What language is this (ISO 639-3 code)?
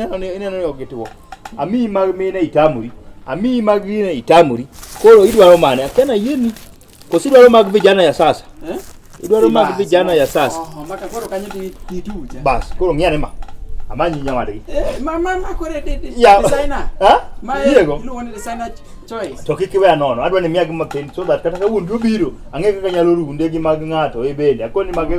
luo